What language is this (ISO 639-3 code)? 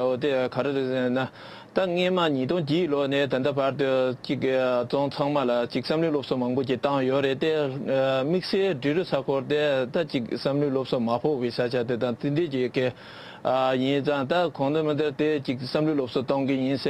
bod